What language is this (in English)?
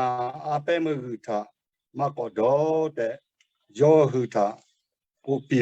Lahu